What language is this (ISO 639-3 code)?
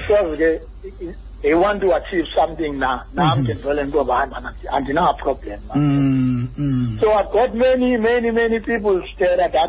xho